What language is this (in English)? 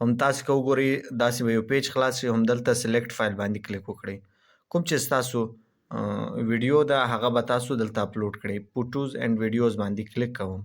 Pashto